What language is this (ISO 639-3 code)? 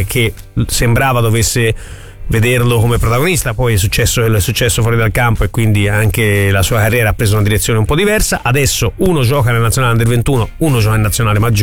ita